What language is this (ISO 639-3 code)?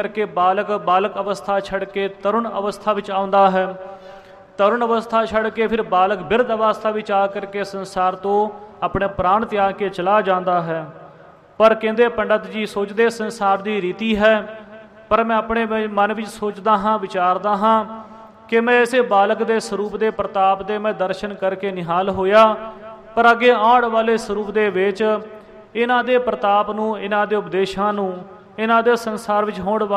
pan